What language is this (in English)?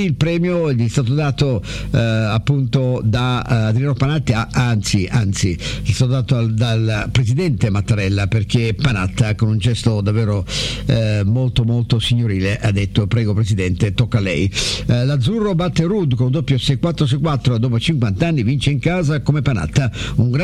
Italian